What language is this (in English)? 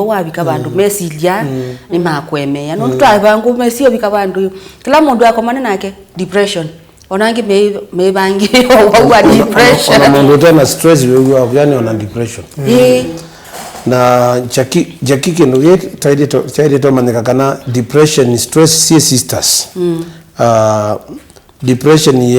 Kamba